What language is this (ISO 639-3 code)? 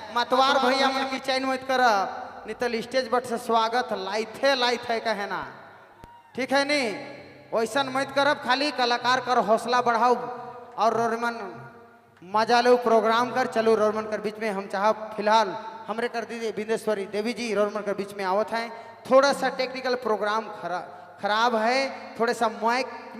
sck